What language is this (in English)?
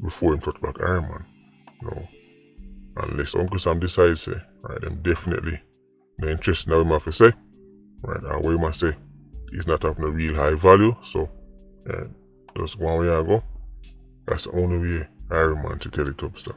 Jamaican Creole English